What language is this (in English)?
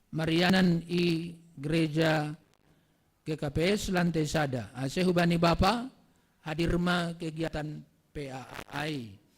Batak Simalungun